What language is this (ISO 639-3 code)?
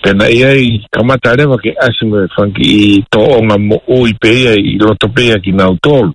ton